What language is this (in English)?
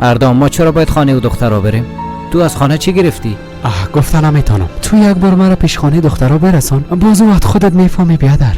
Persian